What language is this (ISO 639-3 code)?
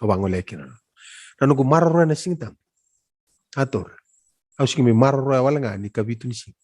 fij